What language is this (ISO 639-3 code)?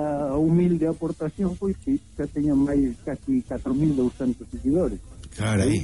glg